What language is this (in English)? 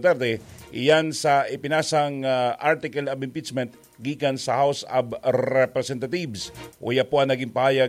Bikol